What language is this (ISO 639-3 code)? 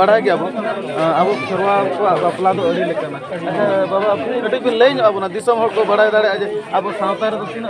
sat